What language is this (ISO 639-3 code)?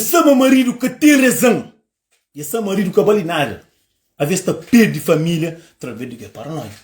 kea